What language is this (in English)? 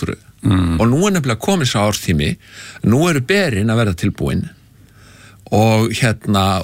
Icelandic